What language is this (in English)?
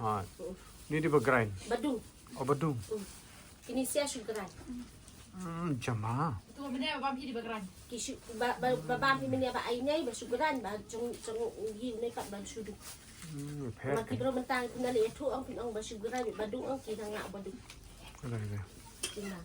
Khasi